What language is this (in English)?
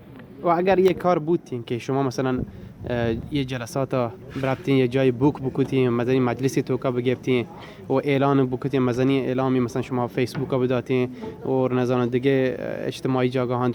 Baluchi